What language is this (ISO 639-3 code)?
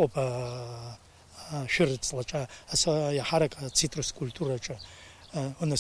abk